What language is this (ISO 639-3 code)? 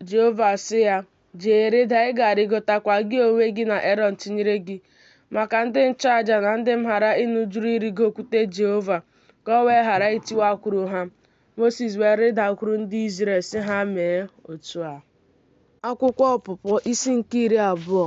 ibo